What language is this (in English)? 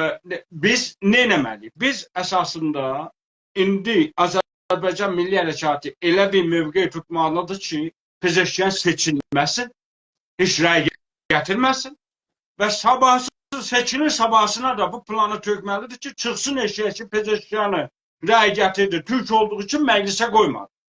South Azerbaijani